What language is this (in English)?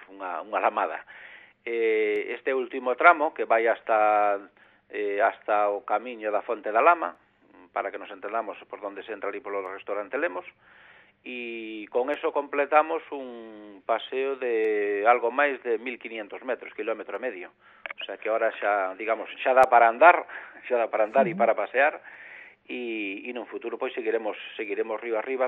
Galician